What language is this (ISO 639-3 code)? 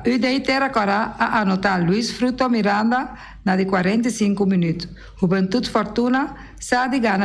pap